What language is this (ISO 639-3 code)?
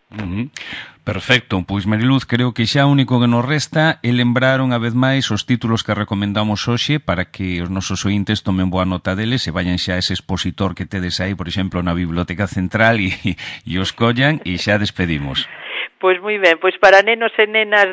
glg